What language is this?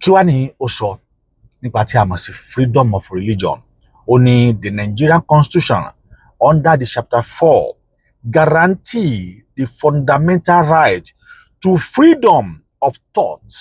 Yoruba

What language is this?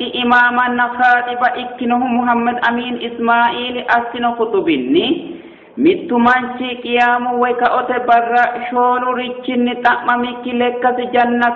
Sidamo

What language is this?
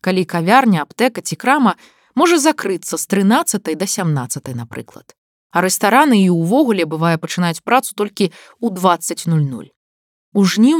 Belarusian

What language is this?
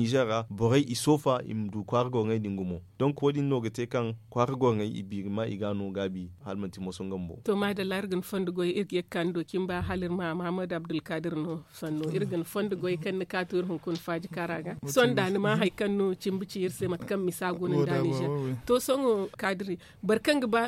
Zarma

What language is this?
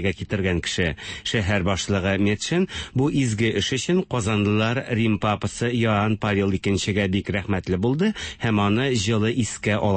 Tatar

